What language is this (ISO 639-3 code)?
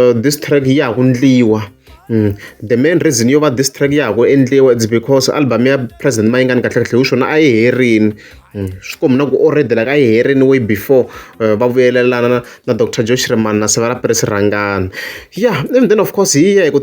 tso